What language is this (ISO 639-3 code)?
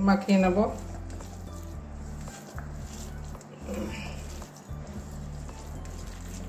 ben